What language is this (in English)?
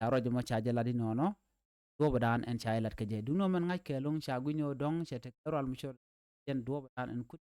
Nuer